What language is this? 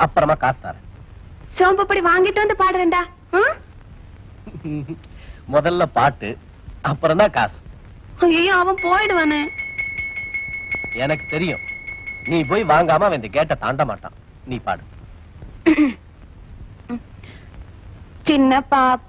Tamil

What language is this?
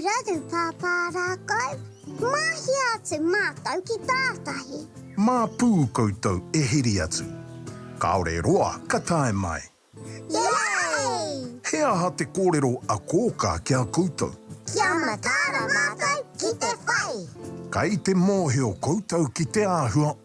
Māori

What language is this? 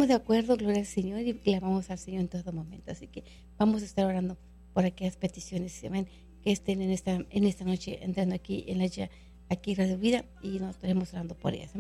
Spanish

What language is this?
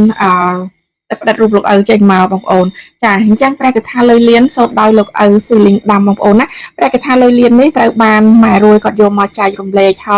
Khmer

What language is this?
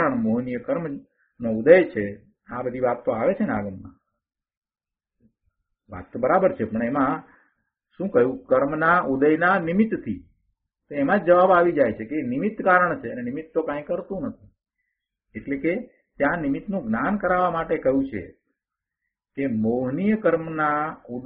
Gujarati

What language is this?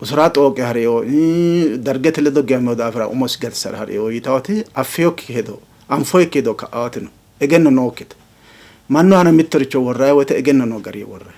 Sidamo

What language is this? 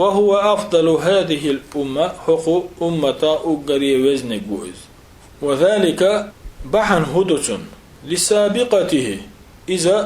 Chechen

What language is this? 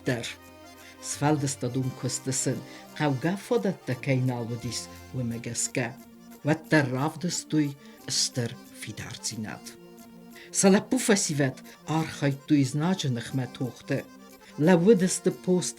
Ossetic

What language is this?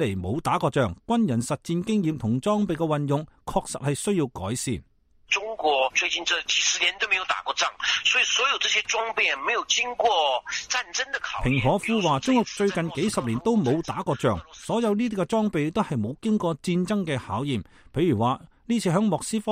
Cantonese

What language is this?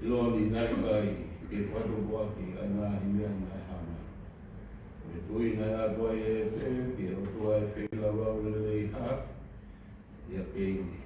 Tongan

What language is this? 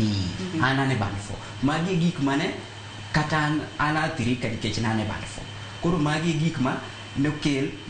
Luo (Kenya and Tanzania)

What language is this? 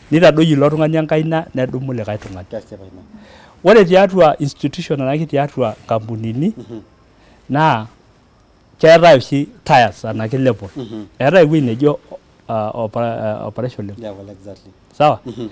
Masai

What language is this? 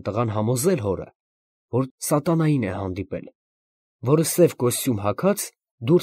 Armenian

